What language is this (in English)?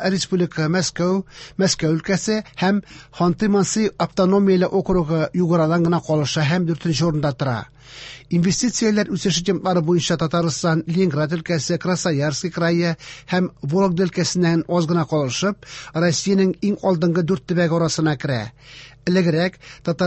Tatar